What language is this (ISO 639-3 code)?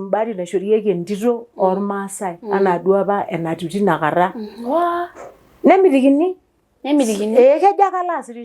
mas